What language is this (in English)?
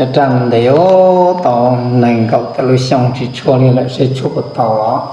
Hmong